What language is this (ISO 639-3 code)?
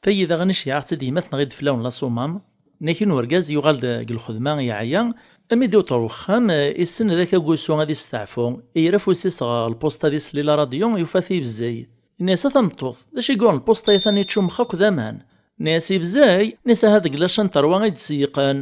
kab